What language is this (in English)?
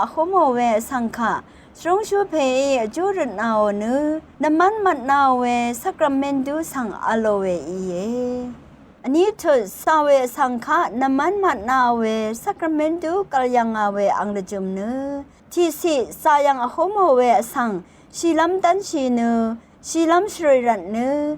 Rawang